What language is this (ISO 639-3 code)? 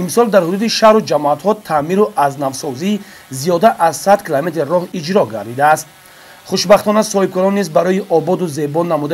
tgk